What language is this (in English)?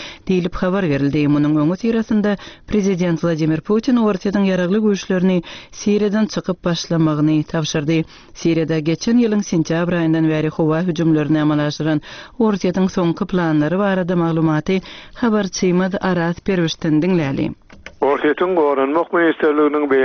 Turkmen